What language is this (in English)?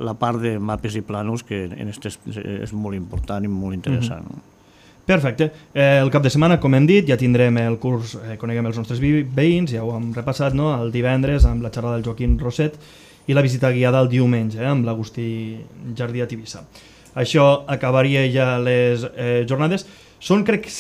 Catalan